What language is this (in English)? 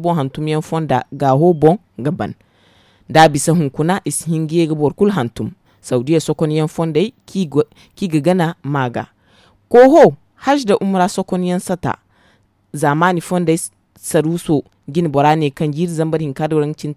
Zarma